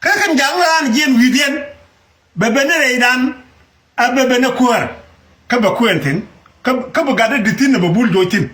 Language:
Nuer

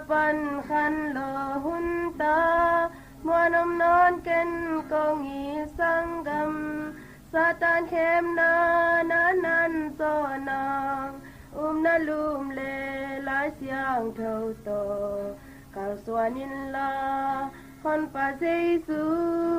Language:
Tedim Chin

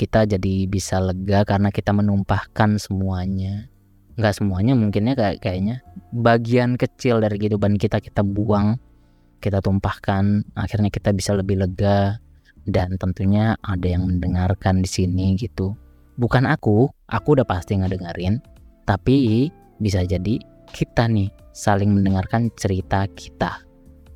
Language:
Indonesian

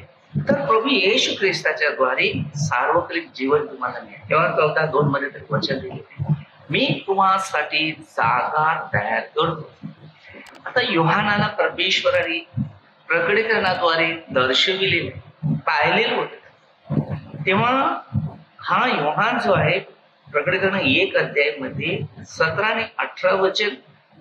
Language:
Marathi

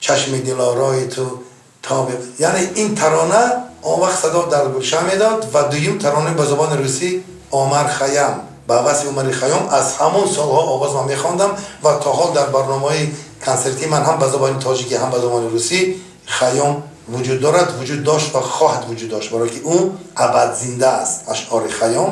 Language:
Tajik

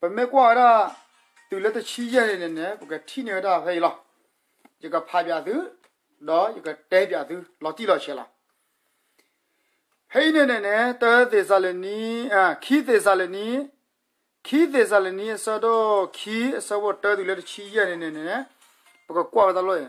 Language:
S'gaw Karen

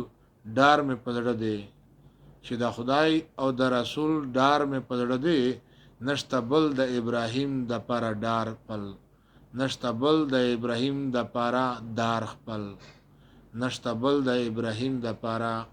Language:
Pashto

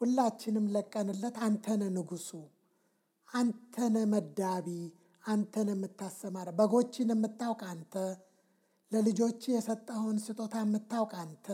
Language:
Amharic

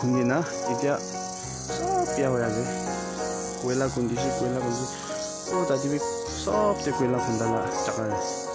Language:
Naga Pidgin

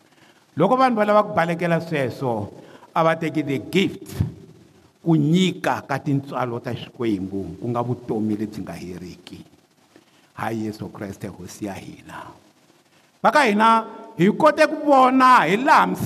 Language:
Tsonga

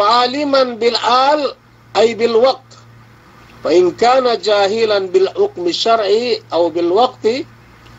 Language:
Yakan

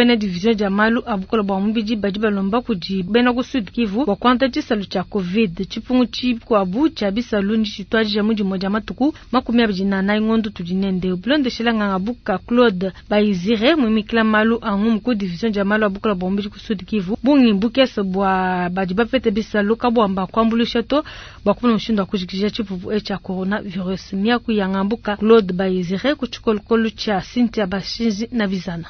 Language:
Luba-Lulua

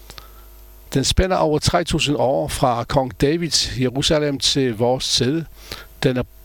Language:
Danish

